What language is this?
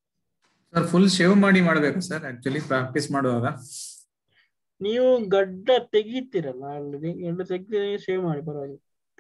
Kannada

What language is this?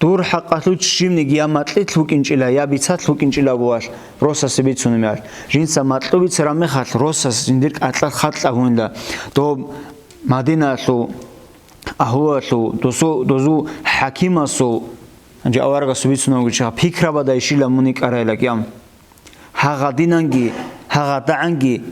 Avaric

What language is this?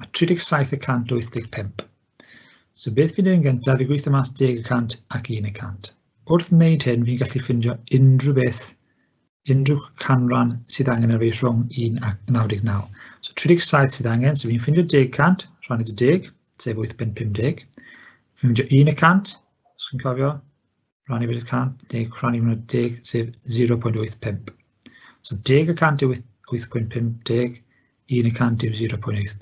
Welsh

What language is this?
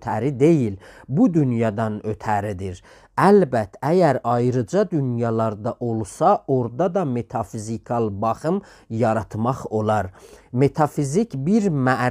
South Azerbaijani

